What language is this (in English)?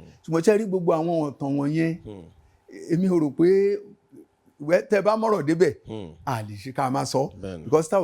Yoruba